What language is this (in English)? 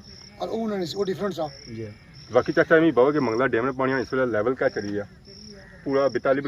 Pahari-Potwari